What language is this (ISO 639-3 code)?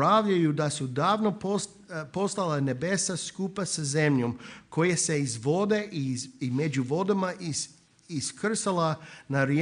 hrv